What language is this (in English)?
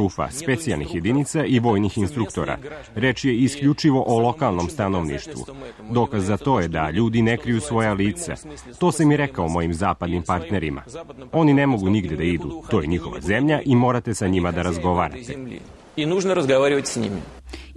Serbian